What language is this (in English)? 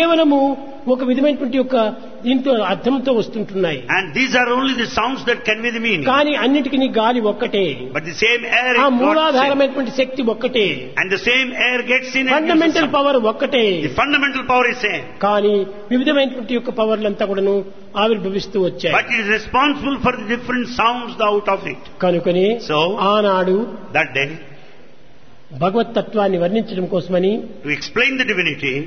Telugu